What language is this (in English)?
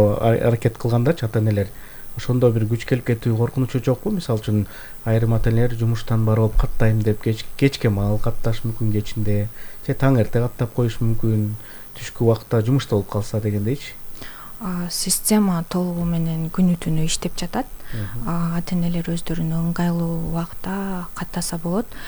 Kyrgyz